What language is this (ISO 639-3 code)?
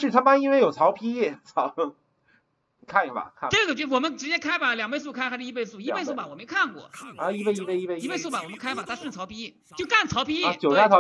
zho